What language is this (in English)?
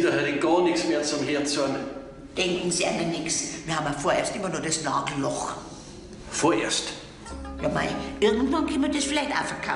Bavarian